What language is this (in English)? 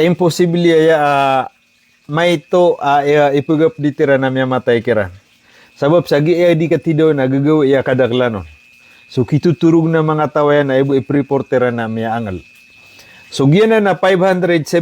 Maranao